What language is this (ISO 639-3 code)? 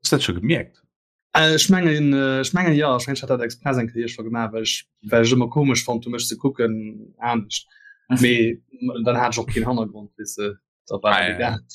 ltz